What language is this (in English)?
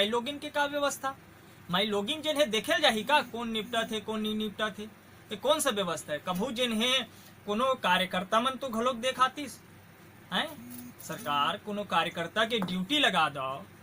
Chhattisgarhi